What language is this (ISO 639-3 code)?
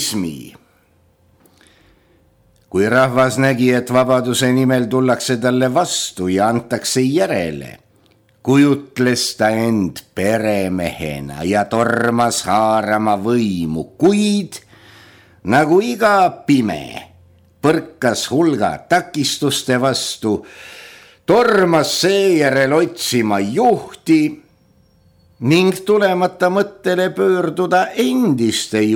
est